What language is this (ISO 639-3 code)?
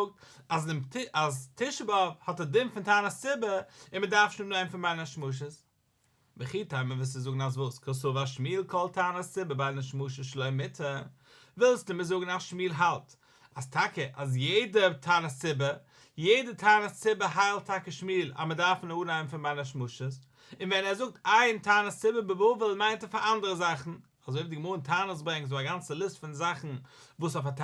yid